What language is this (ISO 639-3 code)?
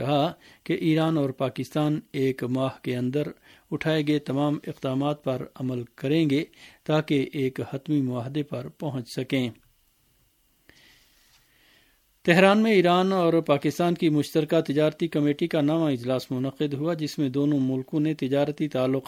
urd